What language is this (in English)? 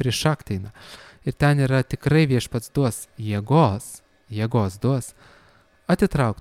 Lithuanian